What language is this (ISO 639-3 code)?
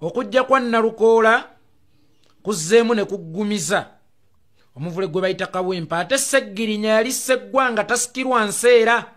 lug